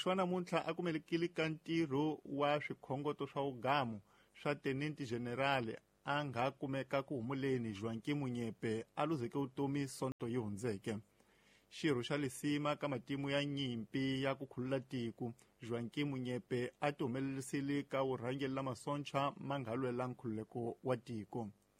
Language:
Tsonga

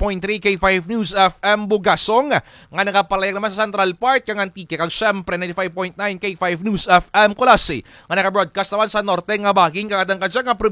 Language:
Kinaray-a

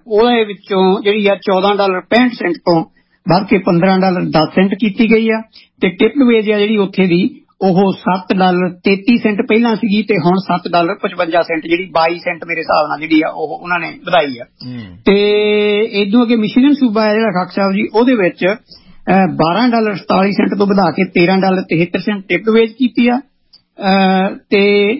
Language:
Punjabi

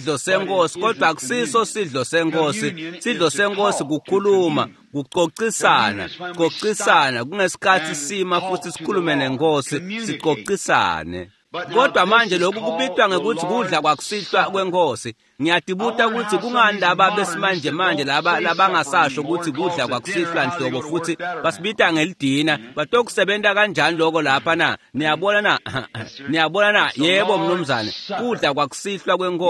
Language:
Swati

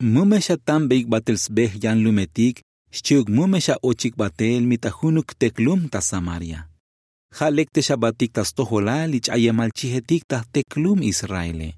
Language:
Tzotzil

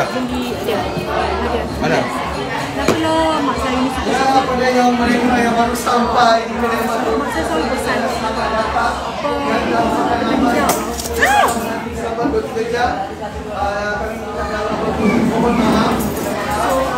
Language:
Malay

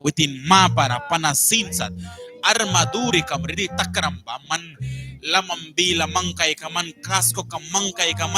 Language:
Mískito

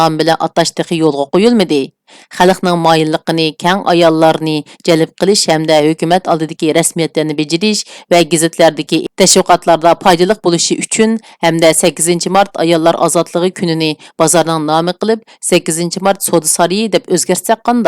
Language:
Uyghur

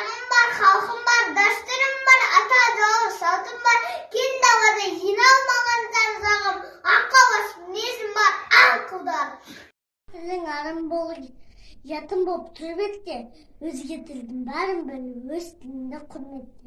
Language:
Kazakh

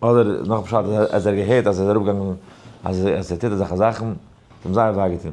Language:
Yiddish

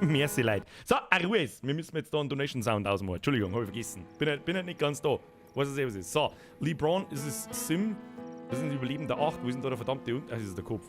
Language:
Bavarian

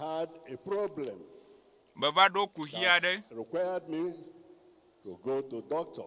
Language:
Ewe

